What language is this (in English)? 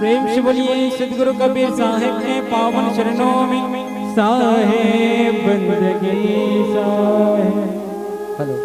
Chhattisgarhi